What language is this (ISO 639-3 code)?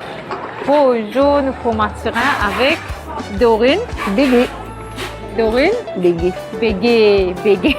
mfe